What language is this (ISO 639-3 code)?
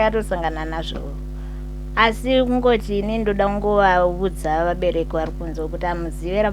sna